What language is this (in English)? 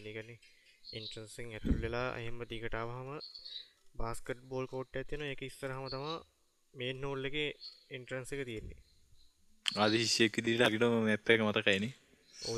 Sinhala